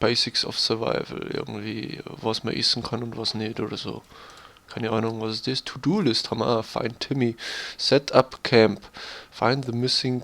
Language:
Bavarian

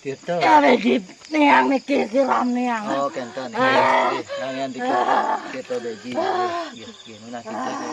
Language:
Balinese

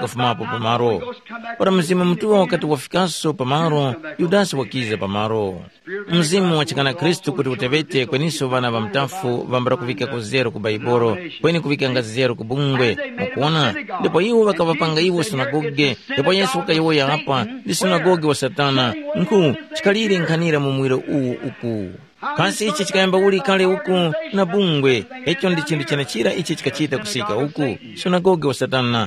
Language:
Tumbuka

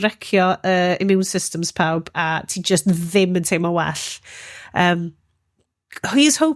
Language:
Welsh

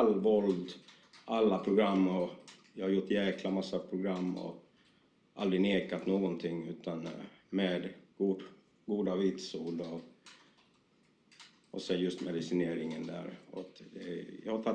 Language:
Swedish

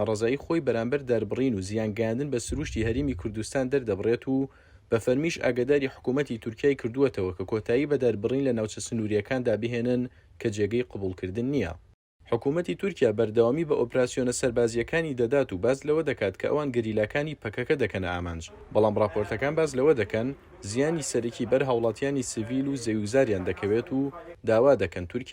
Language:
Central Kurdish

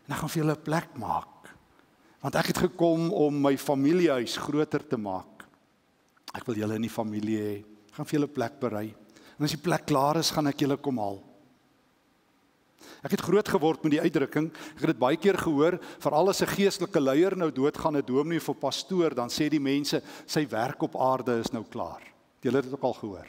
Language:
Afrikaans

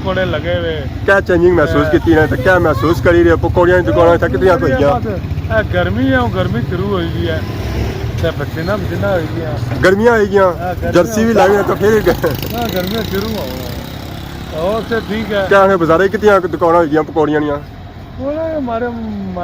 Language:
Pahari-Potwari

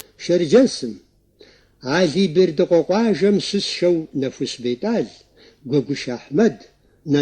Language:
Kabardian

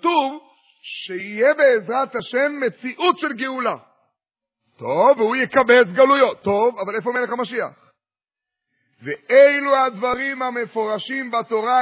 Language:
Hebrew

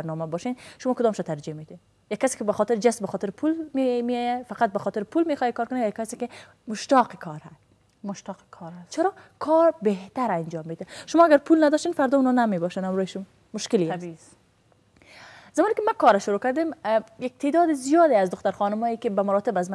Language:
Persian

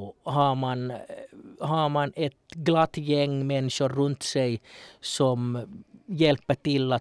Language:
Swedish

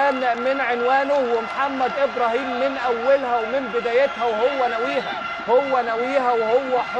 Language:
Egyptian Arabic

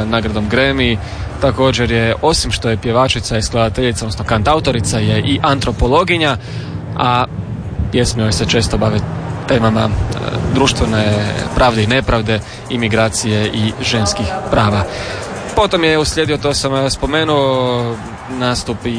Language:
Croatian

